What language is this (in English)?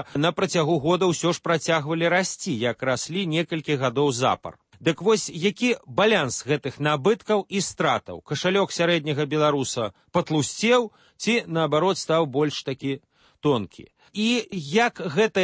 Belarusian